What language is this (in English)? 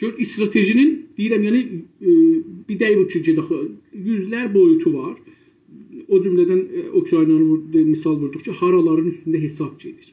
South Azerbaijani